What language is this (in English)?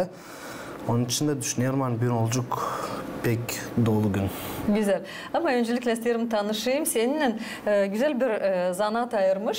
Gagauz